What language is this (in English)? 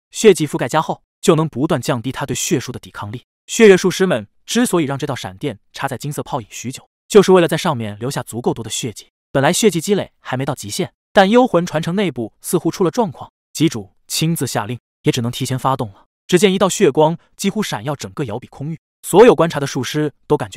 Chinese